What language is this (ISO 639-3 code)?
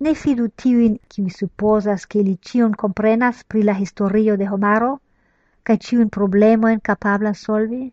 epo